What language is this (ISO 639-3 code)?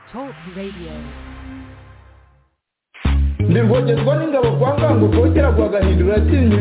kin